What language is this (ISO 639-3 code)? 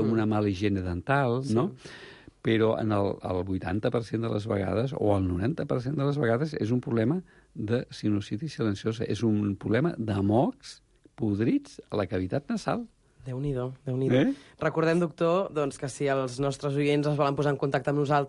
cat